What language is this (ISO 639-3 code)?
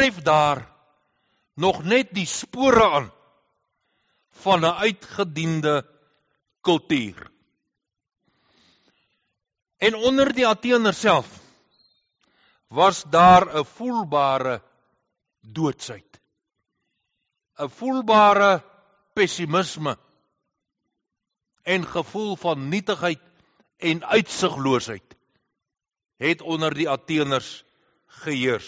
afr